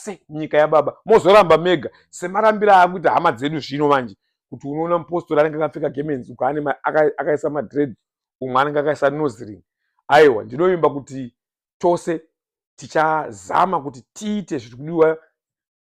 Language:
Shona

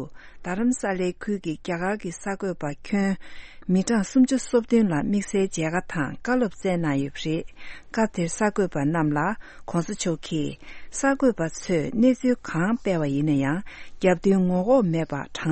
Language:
Tibetan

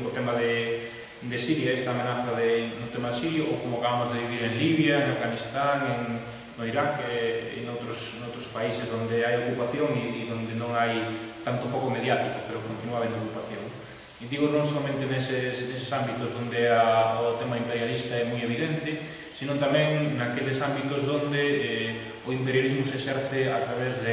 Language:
Galician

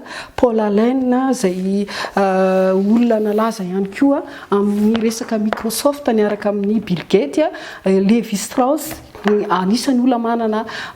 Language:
Malagasy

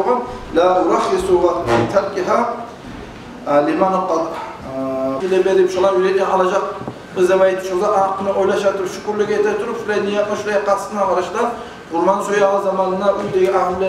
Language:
Kumyk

